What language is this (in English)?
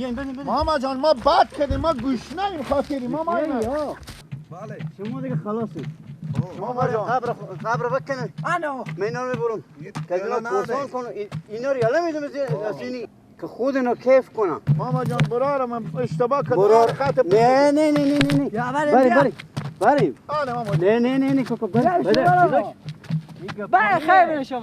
Persian